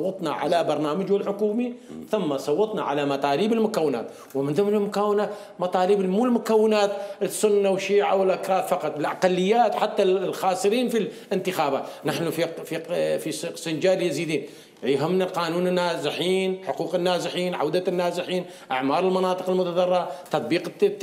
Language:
Mesopotamian Arabic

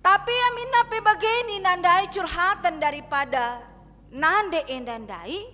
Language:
Batak Karo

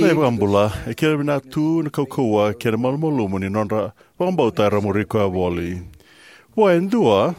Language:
Fijian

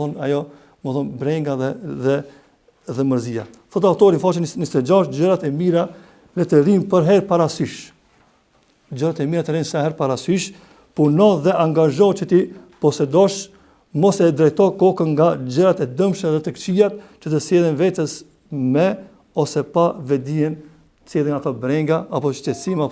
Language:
Albanian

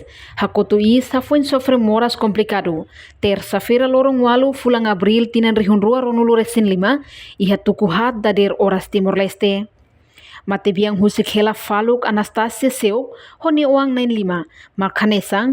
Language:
Tetum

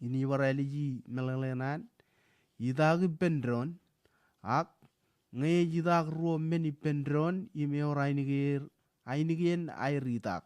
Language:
Marshallese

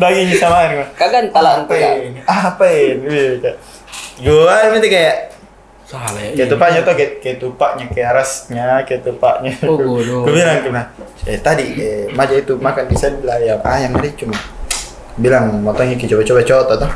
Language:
Makassar Malay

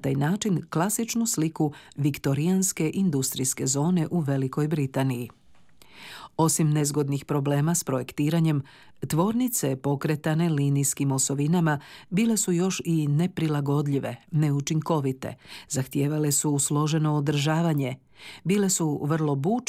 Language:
Croatian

